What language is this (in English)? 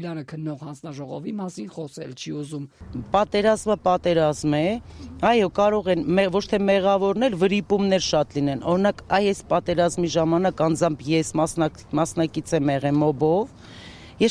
Armenian